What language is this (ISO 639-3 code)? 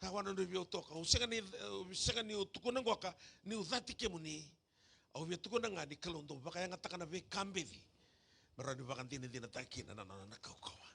fij